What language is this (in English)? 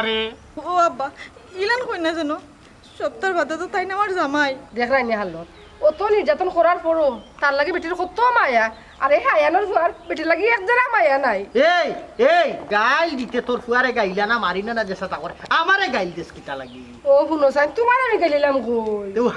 Sylheti